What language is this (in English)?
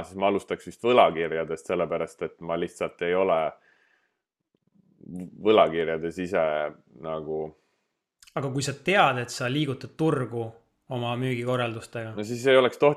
Estonian